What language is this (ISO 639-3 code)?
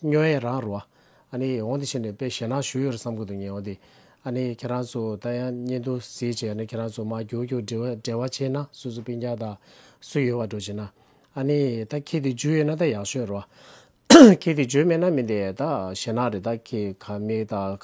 bod